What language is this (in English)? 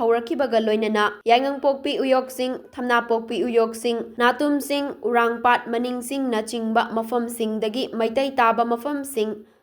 Manipuri